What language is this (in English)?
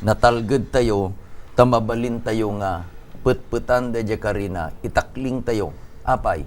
Iloko